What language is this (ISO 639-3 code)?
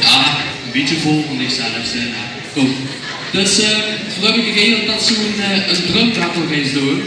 lim